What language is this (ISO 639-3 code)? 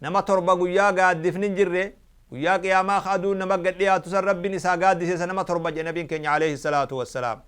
orm